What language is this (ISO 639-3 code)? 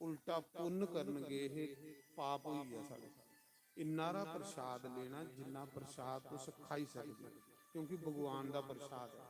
doi